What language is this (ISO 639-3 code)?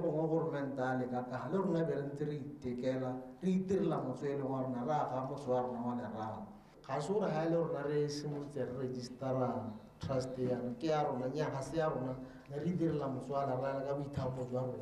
tsn